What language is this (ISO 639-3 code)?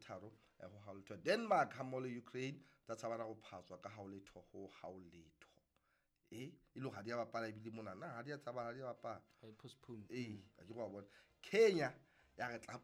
sot